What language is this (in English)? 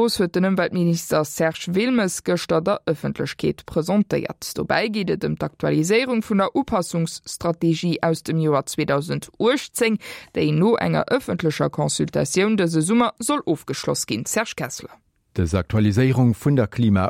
Luxembourgish